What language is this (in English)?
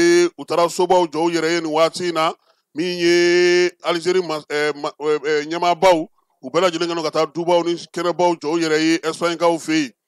Bambara